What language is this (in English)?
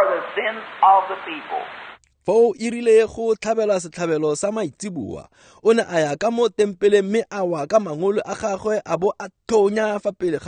Tswana